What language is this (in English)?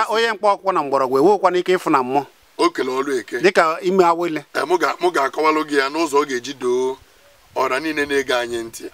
Igbo